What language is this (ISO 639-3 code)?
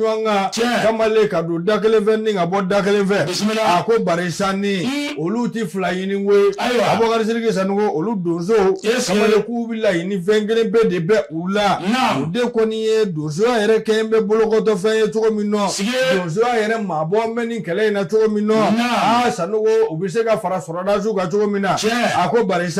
bam